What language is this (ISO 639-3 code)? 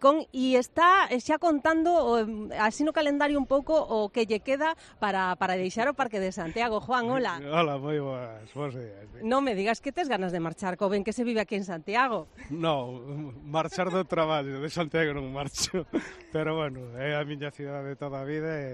glg